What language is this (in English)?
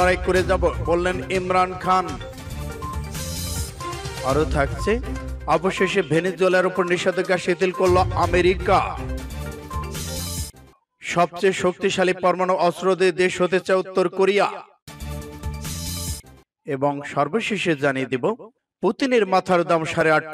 Bangla